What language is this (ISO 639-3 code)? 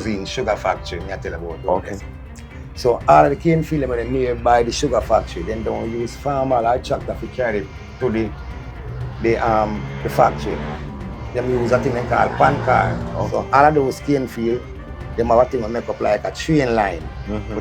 jam